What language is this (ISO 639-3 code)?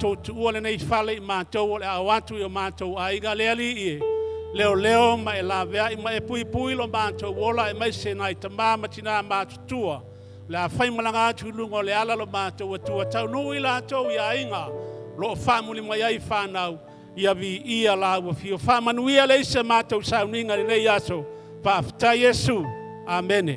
smo